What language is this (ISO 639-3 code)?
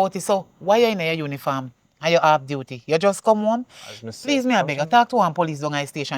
jam